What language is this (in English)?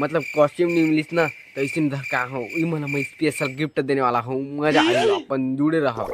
Chhattisgarhi